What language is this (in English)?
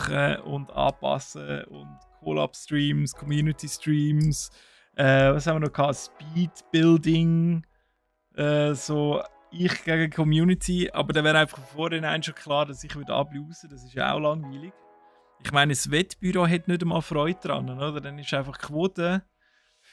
Swiss German